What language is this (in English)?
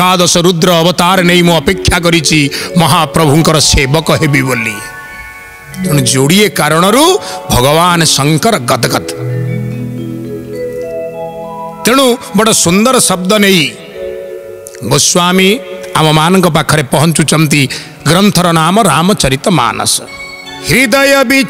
Odia